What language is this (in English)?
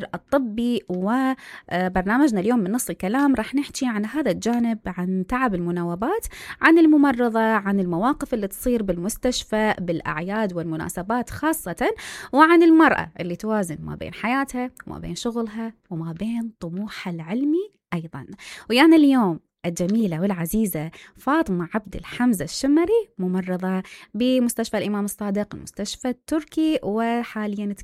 Mesopotamian Arabic